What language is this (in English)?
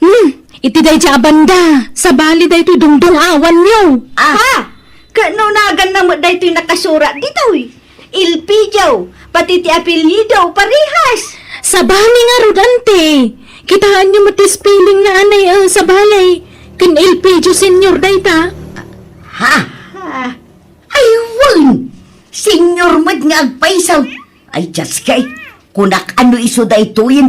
Iloko